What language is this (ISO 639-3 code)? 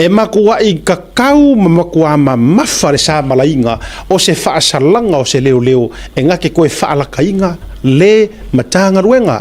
smo